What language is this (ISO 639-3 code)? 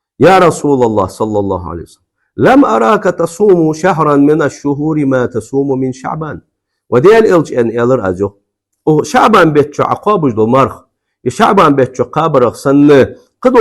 inh